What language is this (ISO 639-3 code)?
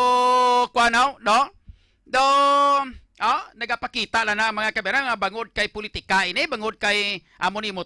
hil